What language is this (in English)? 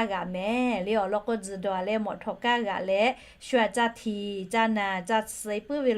Lahu